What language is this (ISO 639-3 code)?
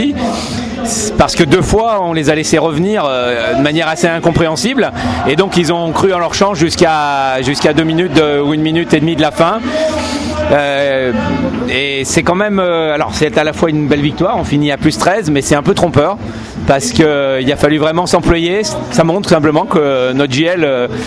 fra